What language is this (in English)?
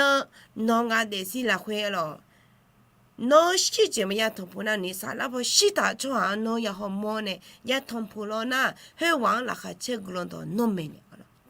Akha